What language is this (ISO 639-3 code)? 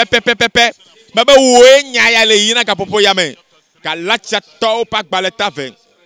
ewe